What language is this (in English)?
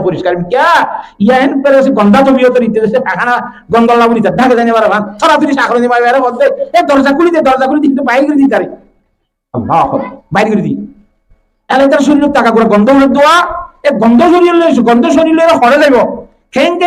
Rohingya